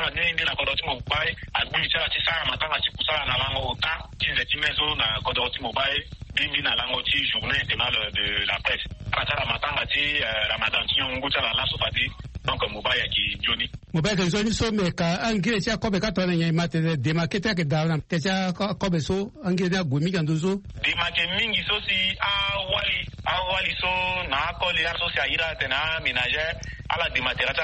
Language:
Sango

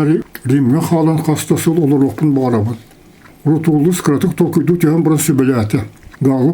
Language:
Yakut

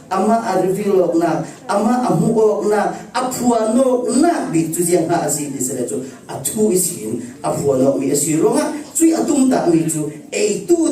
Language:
Falam Chin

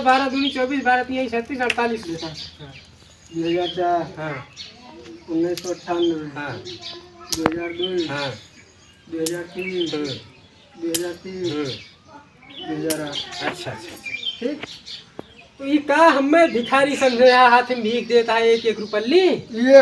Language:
Awadhi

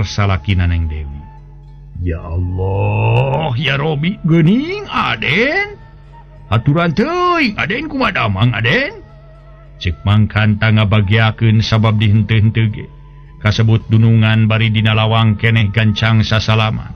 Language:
Sundanese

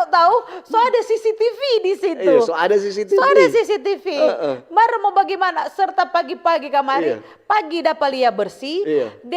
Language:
Manado Malay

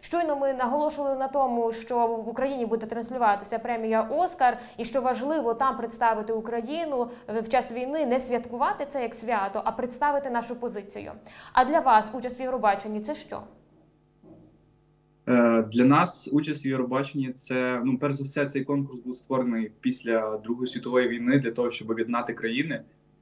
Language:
Ukrainian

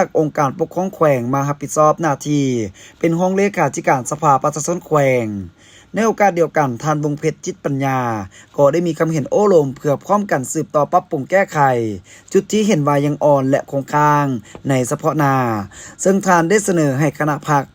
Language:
Lao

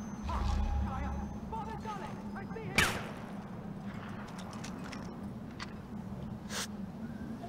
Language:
Turkish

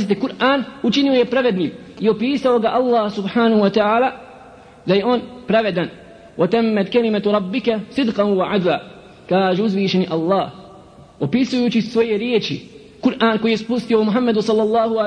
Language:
Bosnian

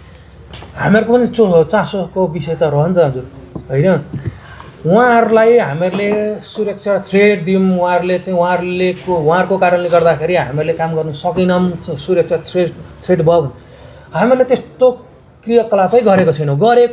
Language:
Nepali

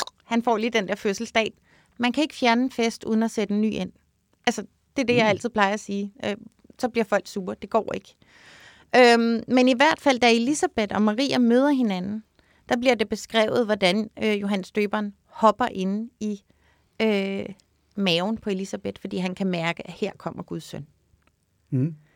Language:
Danish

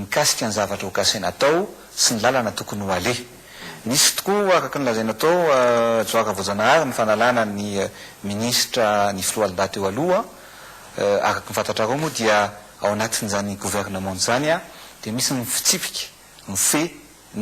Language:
Malagasy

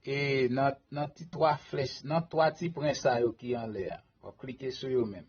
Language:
Haitian Creole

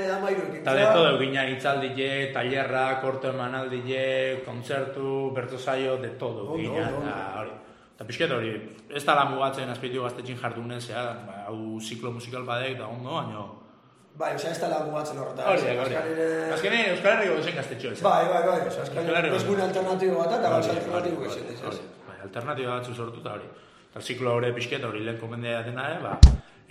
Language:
Basque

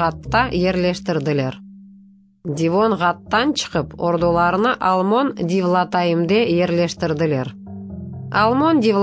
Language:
Crimean Tatar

